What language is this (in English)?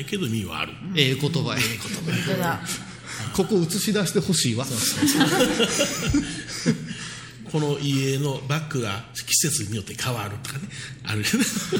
Japanese